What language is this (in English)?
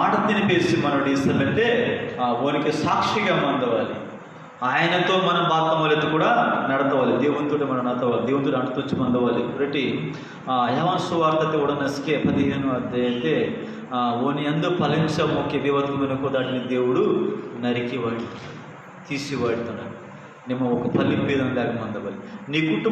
Koya